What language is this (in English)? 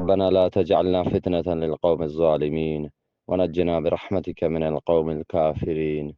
Eastern Balochi